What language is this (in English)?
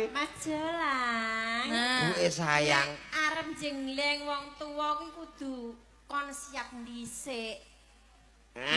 Javanese